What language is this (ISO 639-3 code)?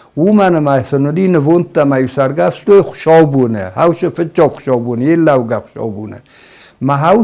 oss